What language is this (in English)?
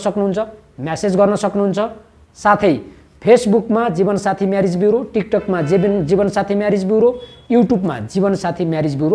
Nepali